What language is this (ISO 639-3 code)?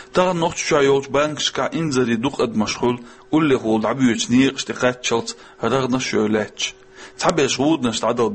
che